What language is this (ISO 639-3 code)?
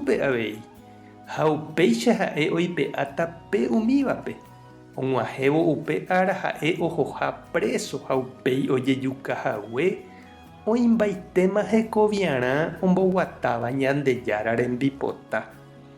grn